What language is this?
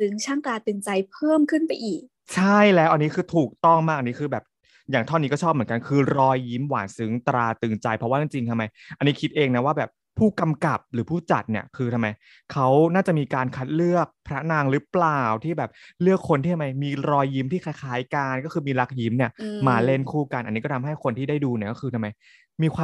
Thai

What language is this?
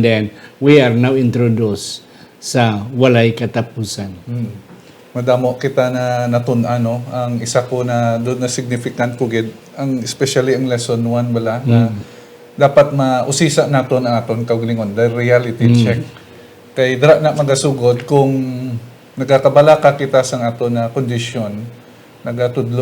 Hiligaynon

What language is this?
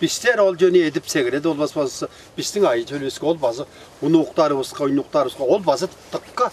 Tuvinian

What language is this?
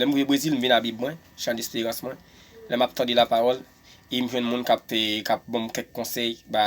Haitian Creole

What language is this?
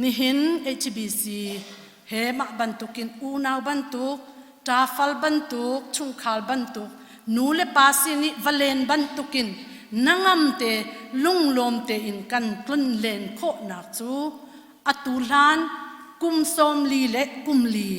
Hakha Chin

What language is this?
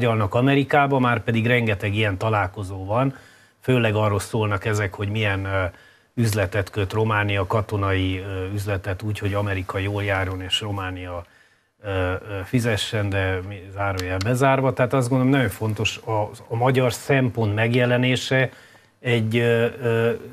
Hungarian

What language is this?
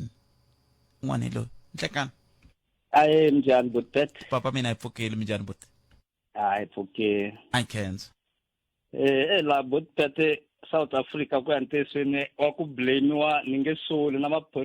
Tsonga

